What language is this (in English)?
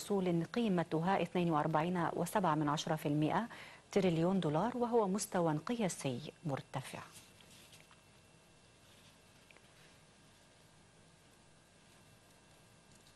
Arabic